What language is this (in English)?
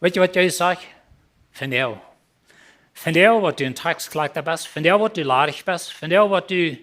Plautdietsch